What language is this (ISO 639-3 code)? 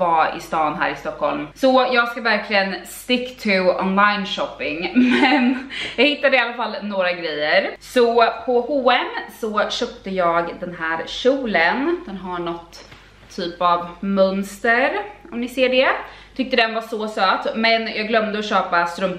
swe